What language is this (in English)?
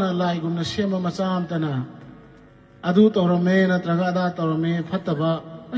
Manipuri